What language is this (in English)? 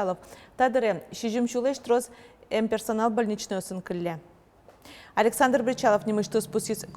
Udmurt